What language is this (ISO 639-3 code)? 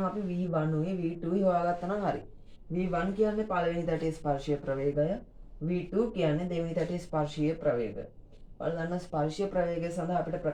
sin